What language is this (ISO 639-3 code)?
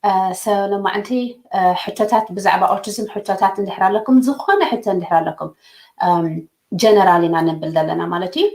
tir